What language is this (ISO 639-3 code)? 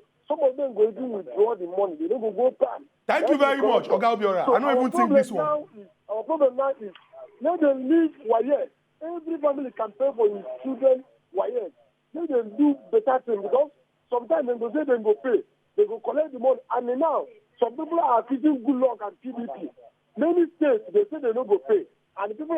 pcm